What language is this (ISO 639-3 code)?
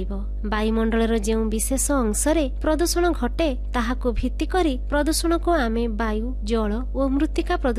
ori